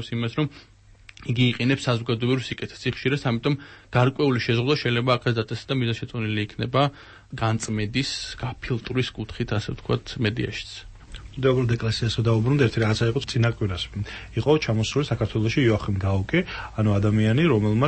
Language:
Georgian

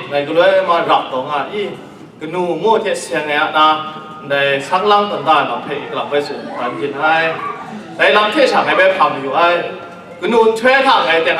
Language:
Kachin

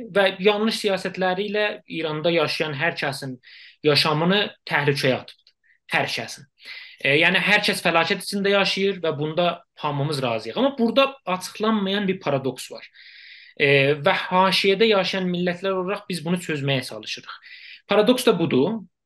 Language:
South Azerbaijani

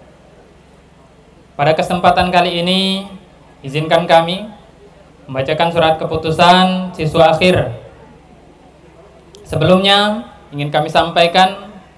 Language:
Indonesian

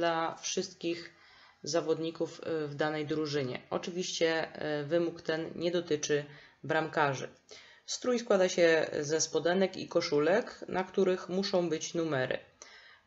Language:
Polish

